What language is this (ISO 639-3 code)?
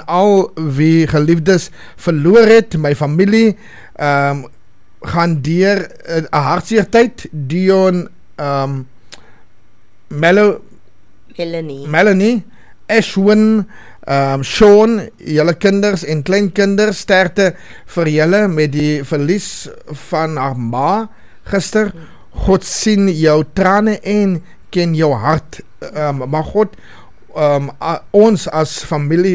afr